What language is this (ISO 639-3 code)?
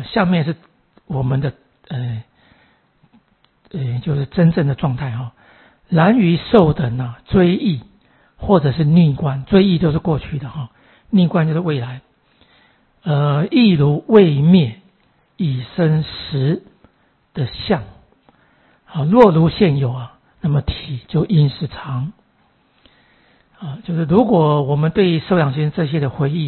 zho